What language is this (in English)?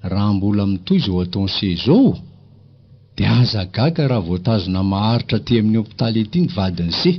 Malagasy